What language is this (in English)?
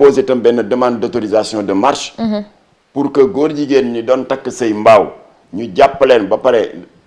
Wolof